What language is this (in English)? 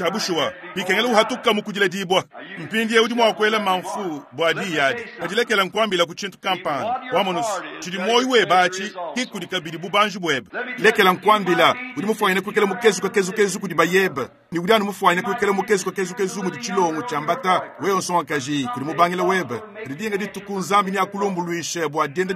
Luba-Lulua